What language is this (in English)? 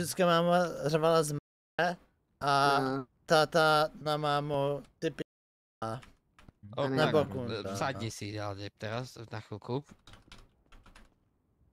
Czech